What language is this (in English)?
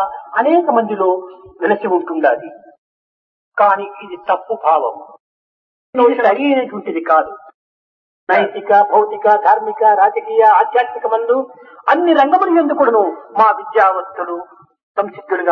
Telugu